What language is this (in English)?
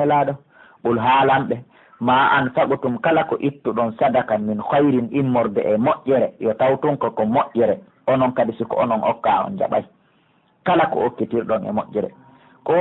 Pular